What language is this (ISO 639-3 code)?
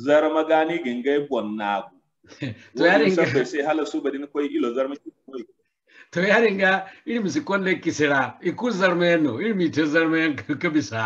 dje